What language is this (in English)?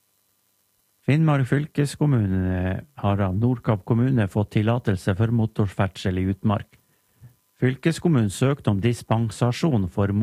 Norwegian